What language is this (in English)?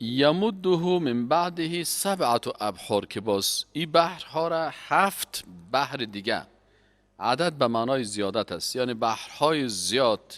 Persian